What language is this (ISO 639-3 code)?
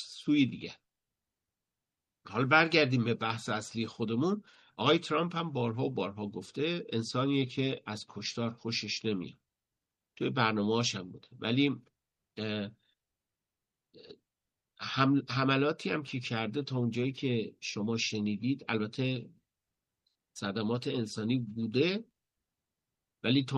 fas